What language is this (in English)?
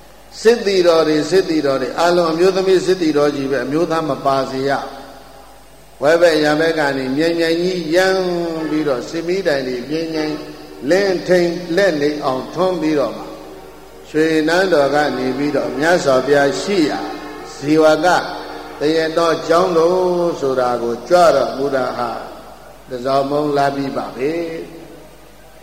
Burmese